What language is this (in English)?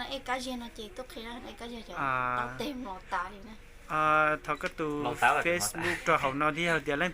Hmong